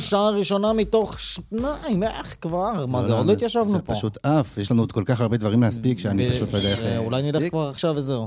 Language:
Hebrew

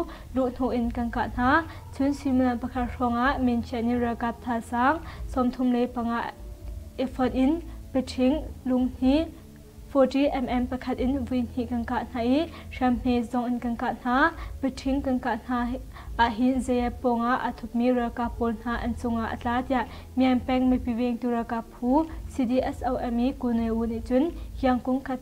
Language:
Hakha Chin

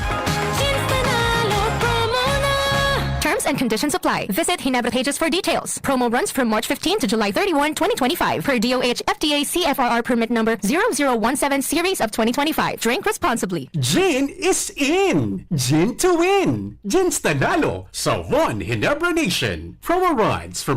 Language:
Bikol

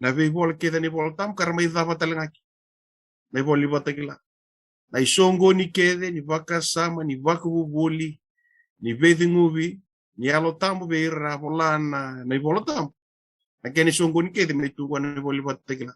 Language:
Fijian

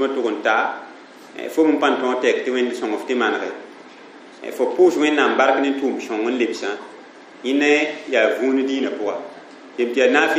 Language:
Mossi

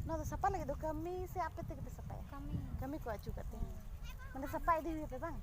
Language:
Santali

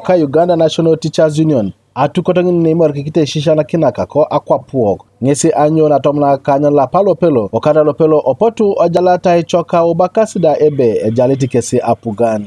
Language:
Teso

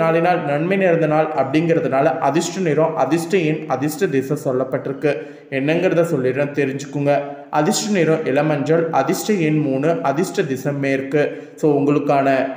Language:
Tamil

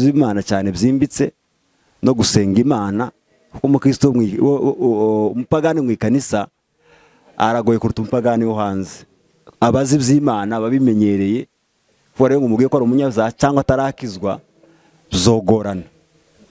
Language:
Kinyarwanda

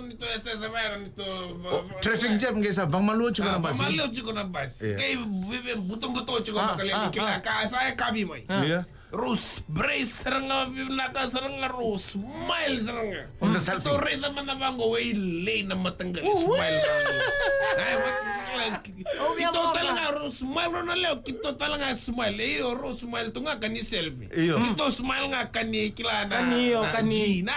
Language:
Fijian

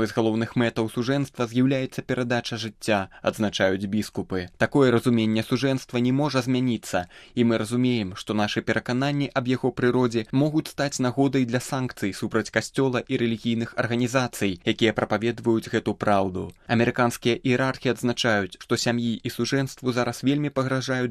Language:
Belarusian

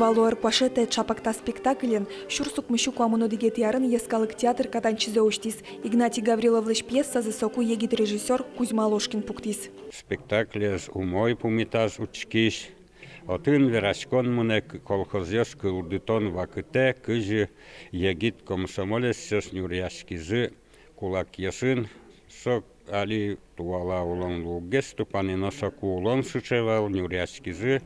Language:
Udmurt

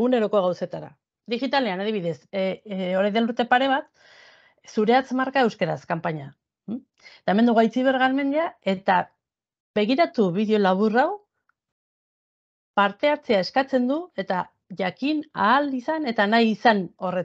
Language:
Basque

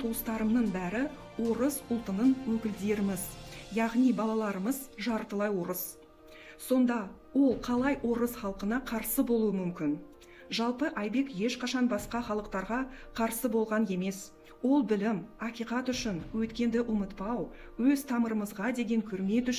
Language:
Kazakh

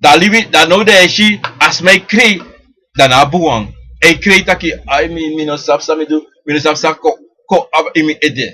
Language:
Sranan Tongo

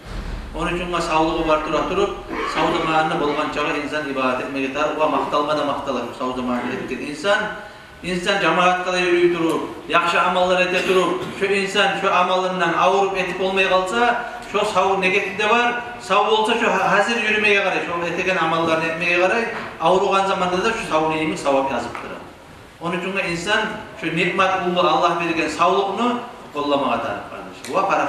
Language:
Kumyk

